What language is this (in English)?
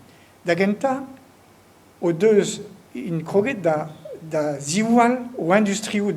Breton